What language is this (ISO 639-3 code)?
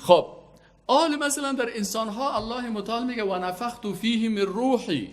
fas